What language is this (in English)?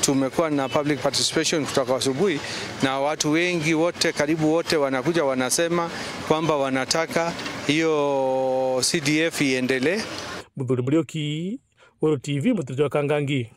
Meru